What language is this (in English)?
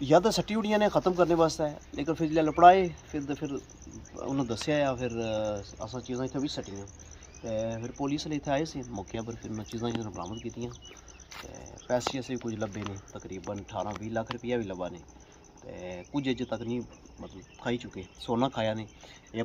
Pahari-Potwari